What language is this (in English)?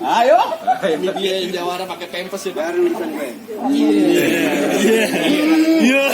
Betawi